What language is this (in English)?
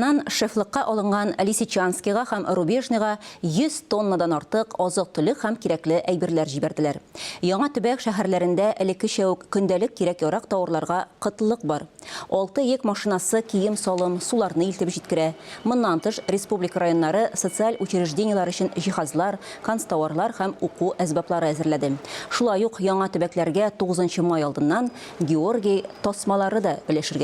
Tatar